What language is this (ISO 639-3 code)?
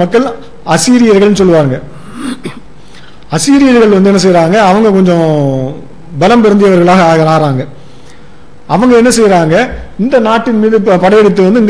tam